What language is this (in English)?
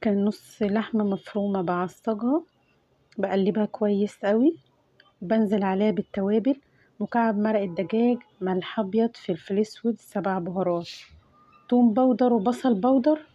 Egyptian Arabic